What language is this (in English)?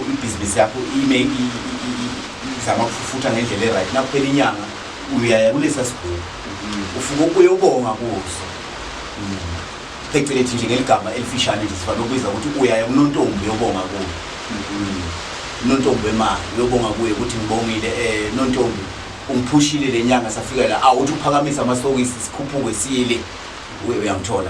Zulu